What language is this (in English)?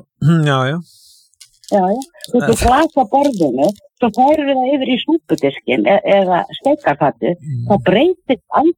Icelandic